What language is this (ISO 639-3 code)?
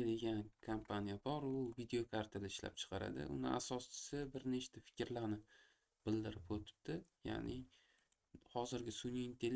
uzb